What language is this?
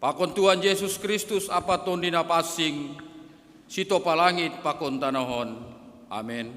Batak Simalungun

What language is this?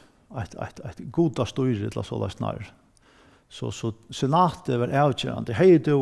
Faroese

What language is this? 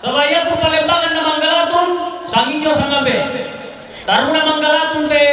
Toraja-Sa'dan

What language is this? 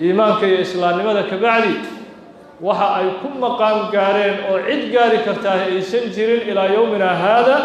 Somali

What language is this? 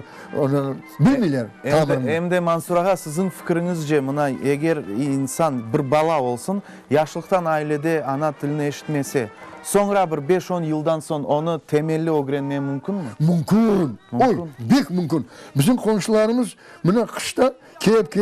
Crimean Tatar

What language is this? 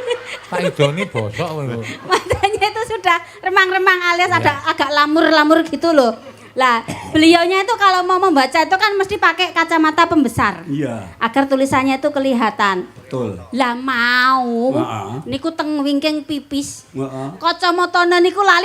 Javanese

